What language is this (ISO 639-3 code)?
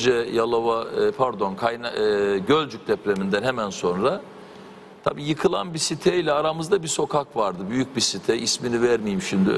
tur